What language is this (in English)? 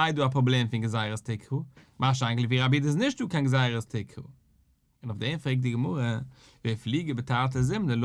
Yiddish